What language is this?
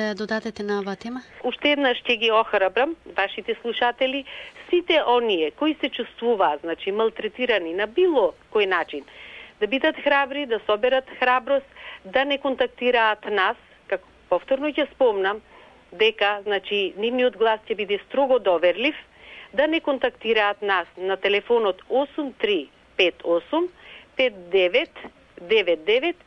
Macedonian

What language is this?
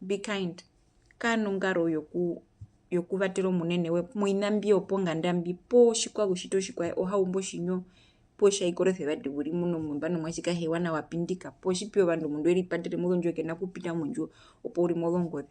Herero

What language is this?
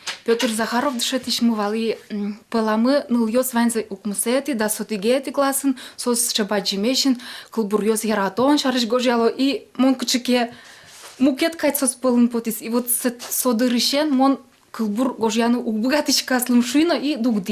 Udmurt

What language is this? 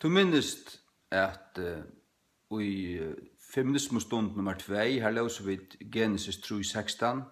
Faroese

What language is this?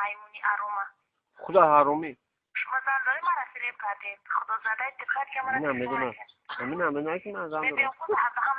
Tajik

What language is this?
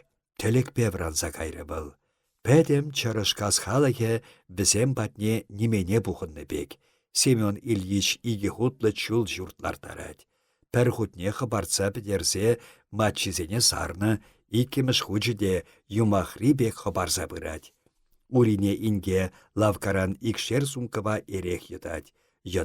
Chuvash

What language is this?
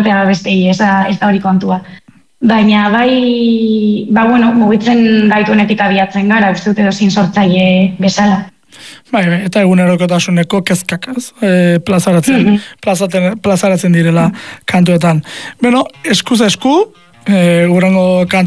Basque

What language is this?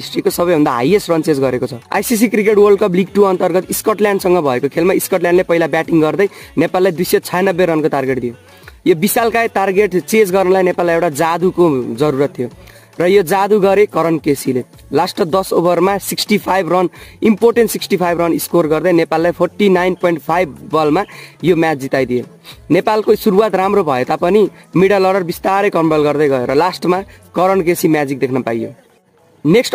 Nepali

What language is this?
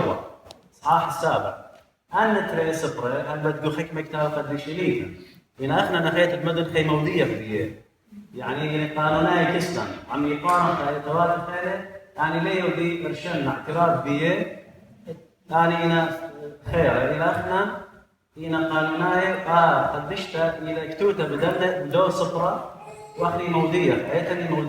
Assyrian Neo-Aramaic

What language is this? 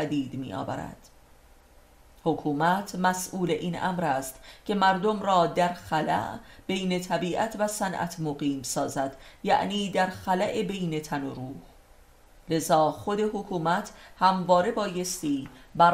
Persian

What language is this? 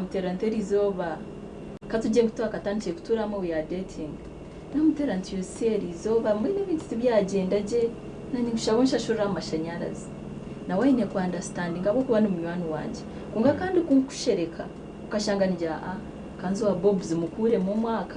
Nyankole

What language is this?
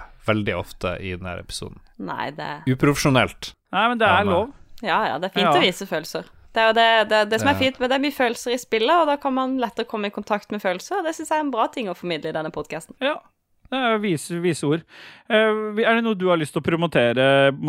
Norwegian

